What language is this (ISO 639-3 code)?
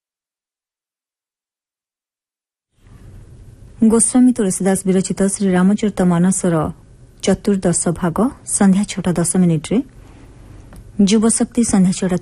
ori